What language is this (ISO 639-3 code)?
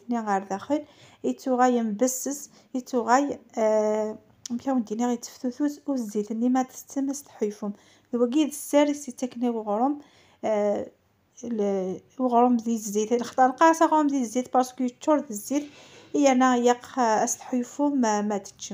kab